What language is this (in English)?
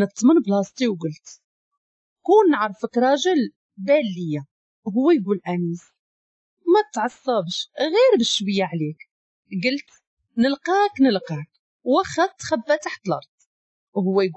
Moroccan Arabic